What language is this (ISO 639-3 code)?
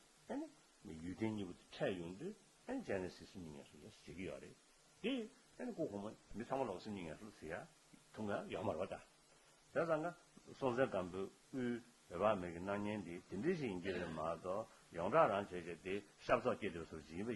bod